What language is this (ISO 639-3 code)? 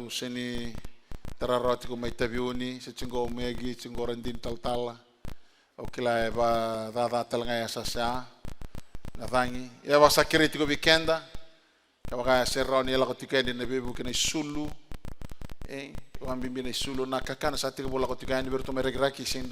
fij